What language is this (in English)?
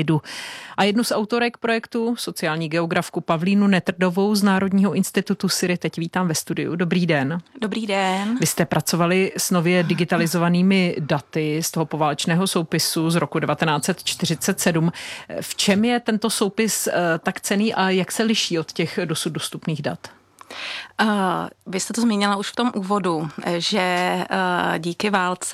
Czech